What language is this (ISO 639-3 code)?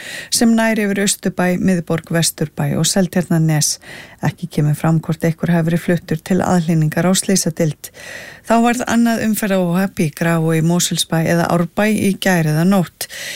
isl